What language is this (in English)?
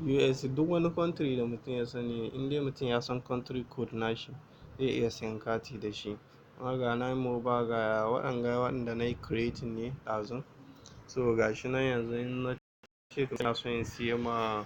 Hausa